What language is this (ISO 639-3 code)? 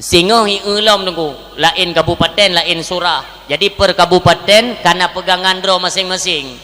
ace